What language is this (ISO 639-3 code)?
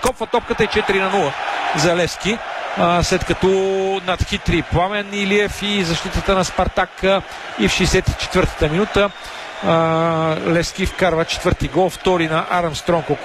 bul